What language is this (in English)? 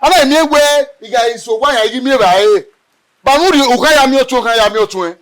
Bini